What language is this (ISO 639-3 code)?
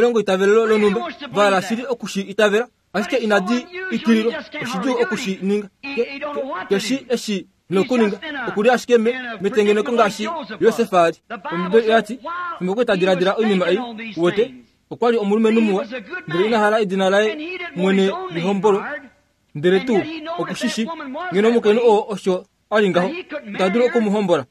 kua